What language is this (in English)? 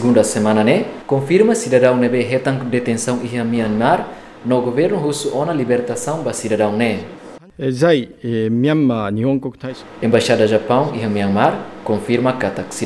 Tetum